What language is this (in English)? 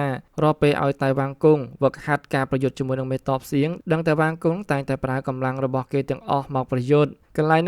Khmer